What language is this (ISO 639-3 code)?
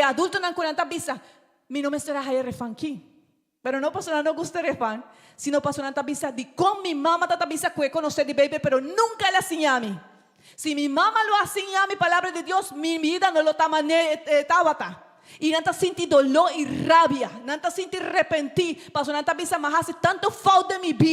pap